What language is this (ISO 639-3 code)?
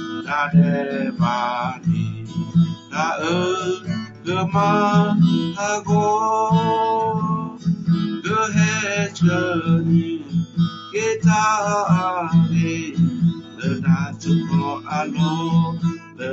ksw